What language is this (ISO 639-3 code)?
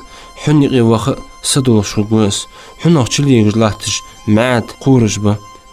inh